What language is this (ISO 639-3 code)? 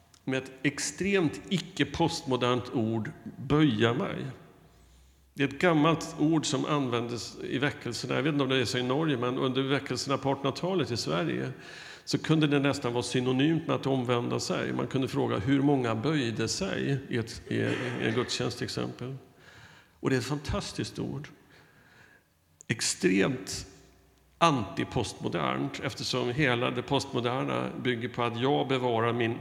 swe